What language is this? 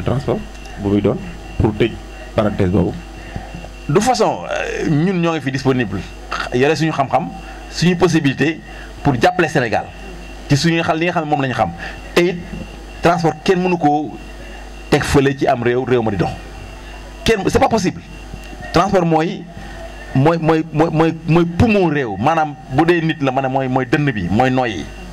Wolof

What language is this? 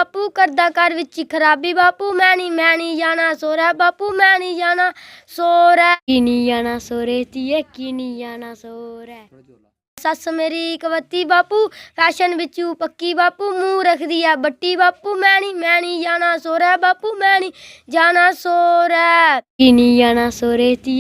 Dogri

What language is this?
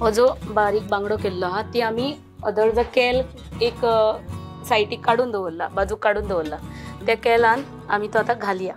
Konkani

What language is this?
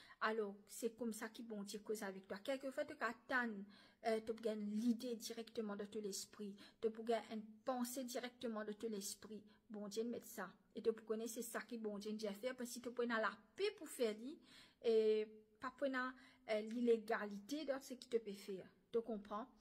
Morisyen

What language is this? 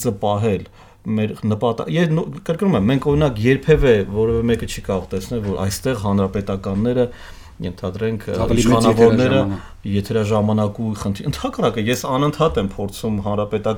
Armenian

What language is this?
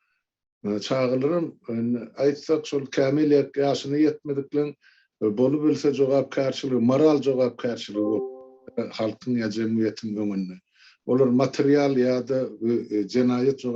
Turkmen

